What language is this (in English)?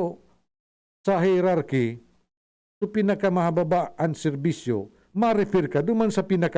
Bikol